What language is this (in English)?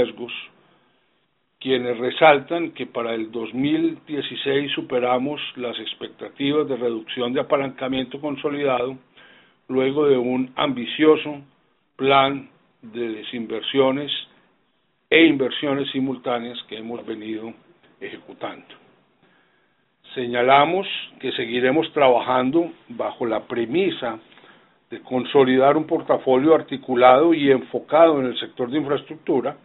Spanish